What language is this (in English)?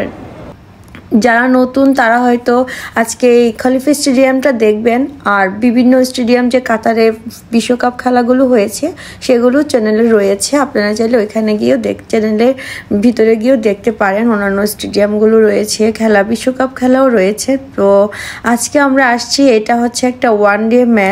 Bangla